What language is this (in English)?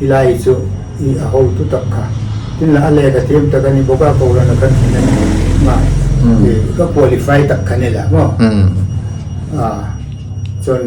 Hmar